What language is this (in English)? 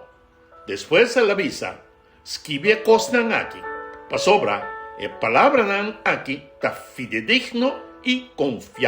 Papiamento